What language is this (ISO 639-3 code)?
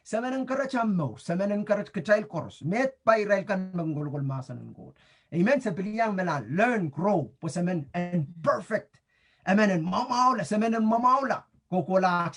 pon